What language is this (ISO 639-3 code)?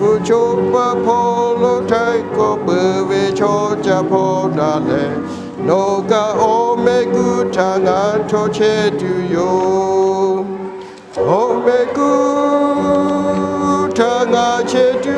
lhu